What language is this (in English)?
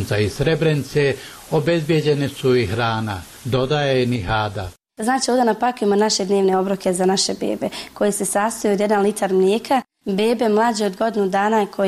Bosnian